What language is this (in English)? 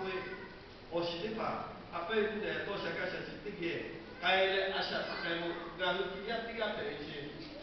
Lahu